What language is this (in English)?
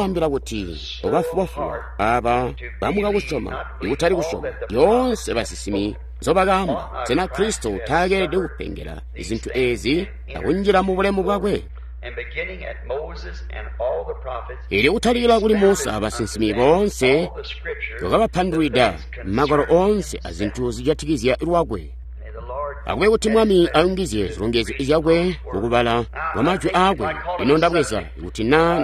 Tonga (Zambia)